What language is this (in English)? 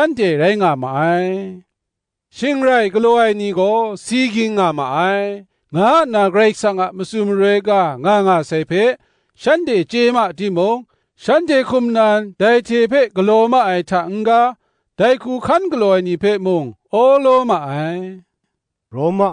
Kachin